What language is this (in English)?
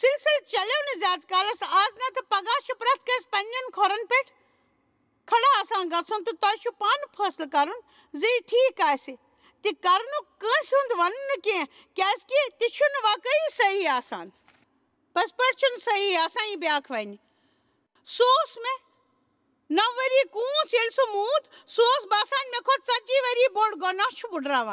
Kashmiri